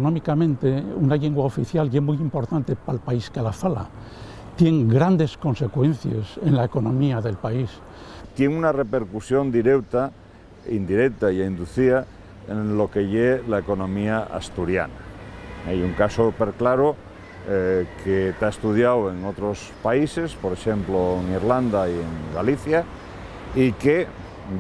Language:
Asturian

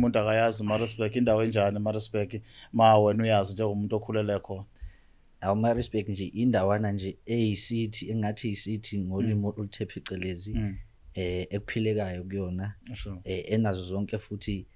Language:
Zulu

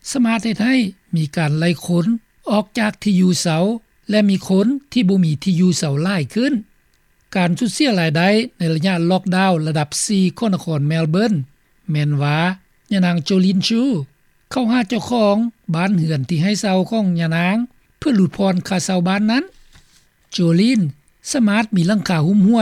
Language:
Lao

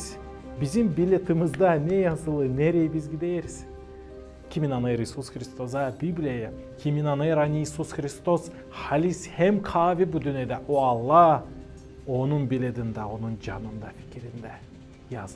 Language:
Gagauz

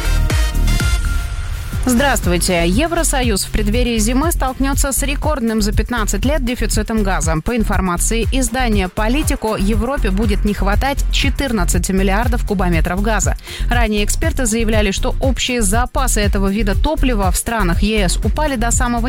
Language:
Russian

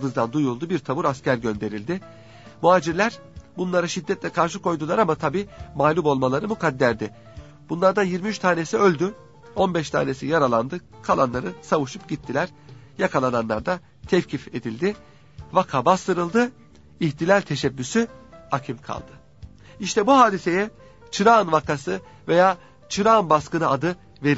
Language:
Turkish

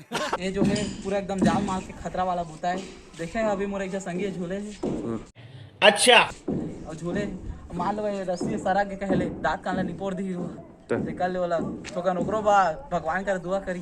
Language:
Chhattisgarhi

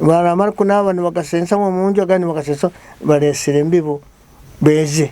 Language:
Nyoro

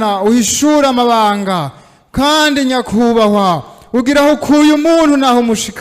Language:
Rundi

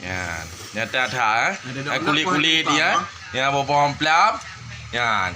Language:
Achinese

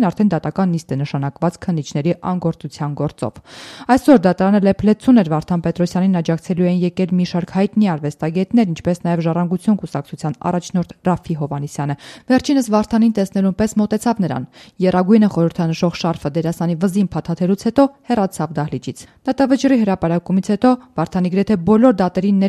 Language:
Armenian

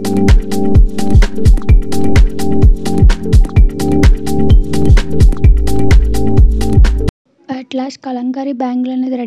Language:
Telugu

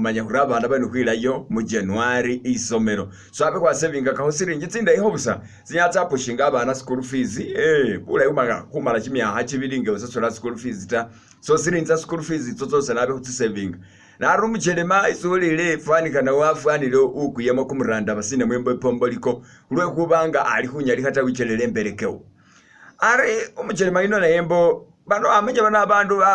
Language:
Masaaba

